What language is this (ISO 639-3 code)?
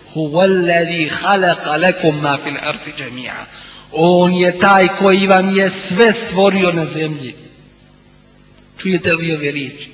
bos